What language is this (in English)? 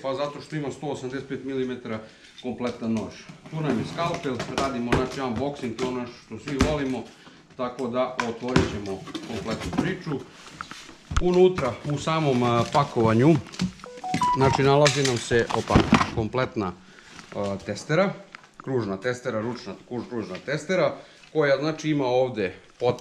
Serbian